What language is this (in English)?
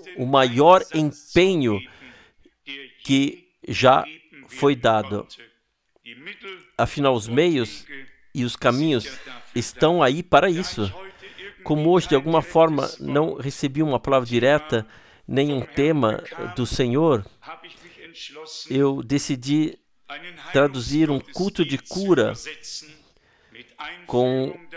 Portuguese